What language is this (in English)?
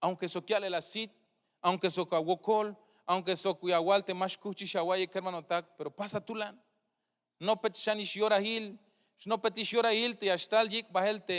Tzeltal